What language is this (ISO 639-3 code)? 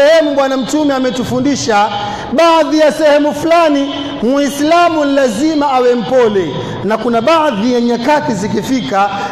swa